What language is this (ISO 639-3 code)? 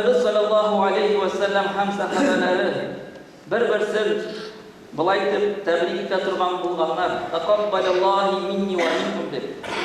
bak